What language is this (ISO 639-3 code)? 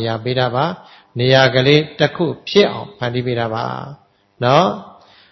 mya